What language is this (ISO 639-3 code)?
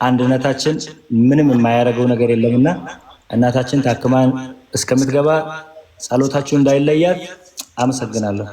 amh